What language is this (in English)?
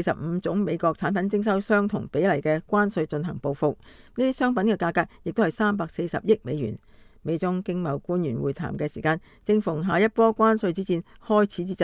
Cantonese